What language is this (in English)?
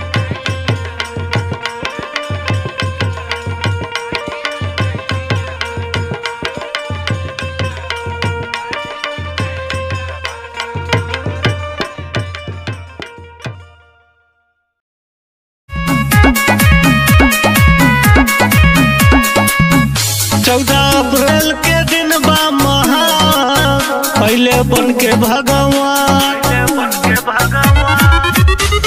Bhojpuri